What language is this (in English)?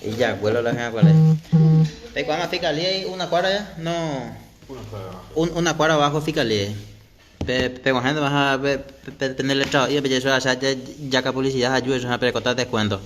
Guarani